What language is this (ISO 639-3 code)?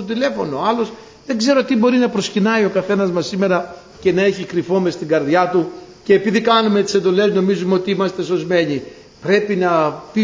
ell